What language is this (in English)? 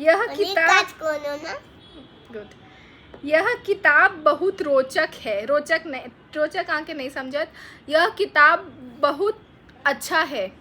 Maithili